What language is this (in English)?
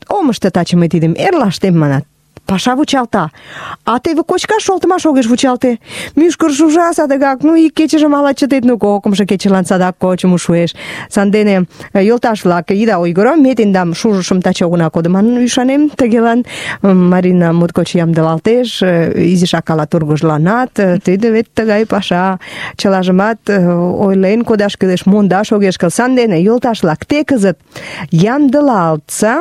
Mari